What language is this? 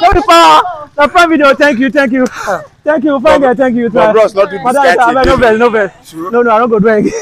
Nigerian Pidgin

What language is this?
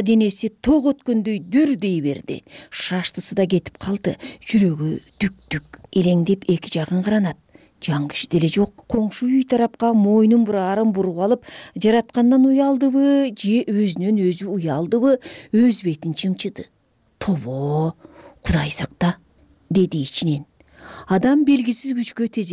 Kyrgyz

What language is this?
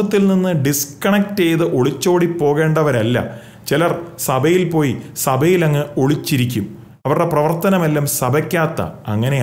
Malayalam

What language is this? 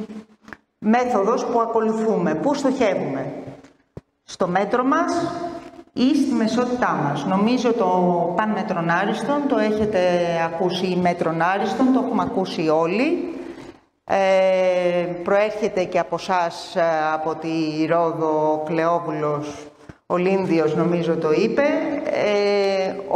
Greek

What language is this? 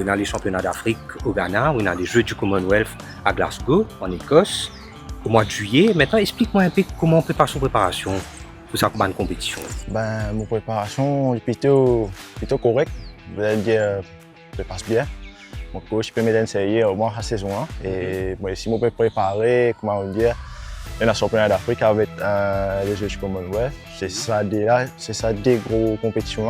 Morisyen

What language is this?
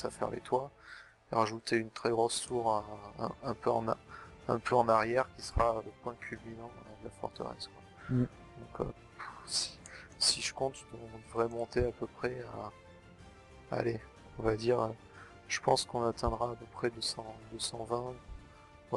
French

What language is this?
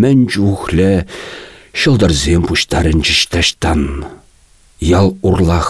Chuvash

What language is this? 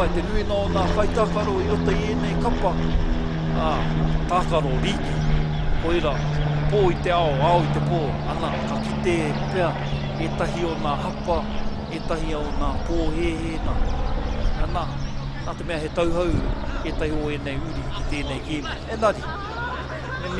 Māori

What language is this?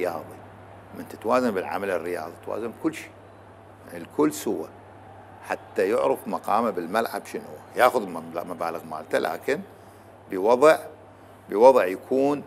Mesopotamian Arabic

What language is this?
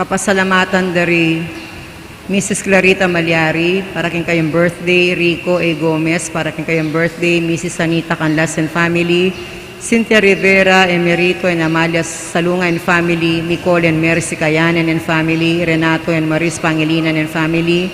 Pampanga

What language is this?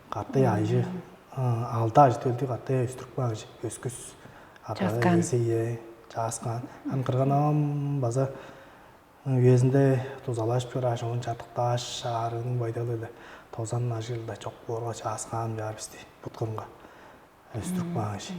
Tuvinian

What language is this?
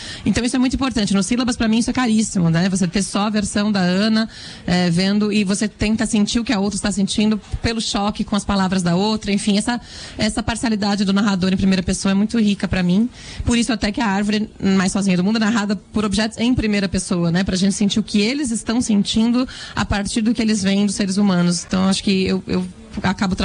Portuguese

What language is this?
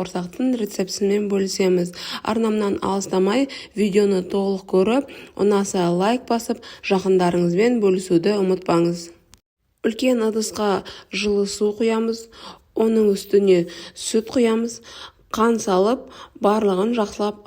Kazakh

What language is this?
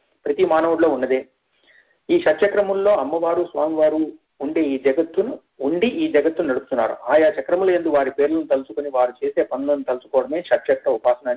Telugu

